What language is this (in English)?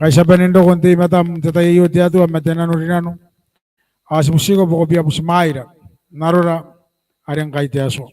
Gilbertese